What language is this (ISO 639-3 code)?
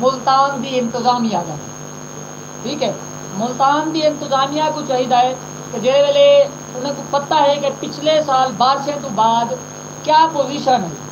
skr